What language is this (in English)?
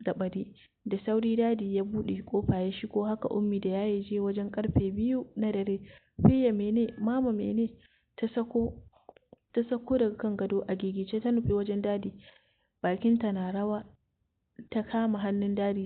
Hausa